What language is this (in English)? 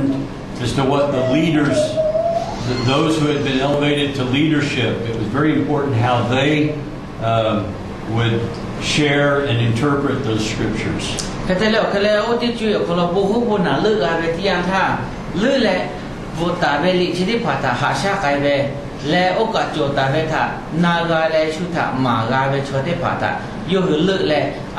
Lahu